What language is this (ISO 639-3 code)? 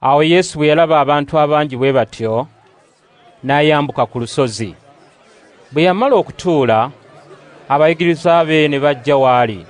lug